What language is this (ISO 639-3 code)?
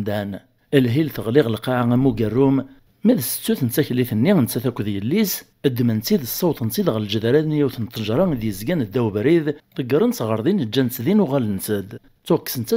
kab